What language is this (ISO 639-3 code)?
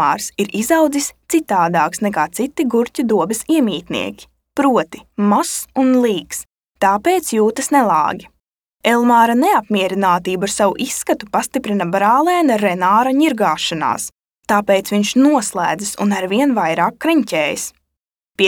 lav